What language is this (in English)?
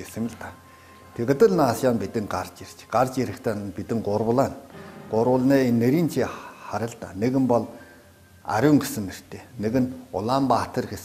Mongolian